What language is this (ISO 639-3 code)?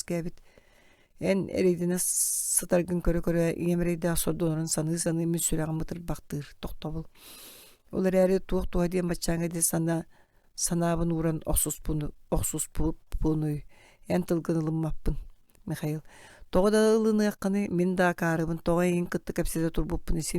sah